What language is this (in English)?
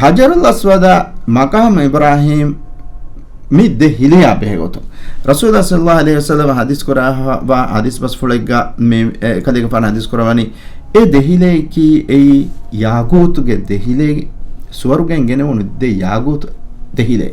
Divehi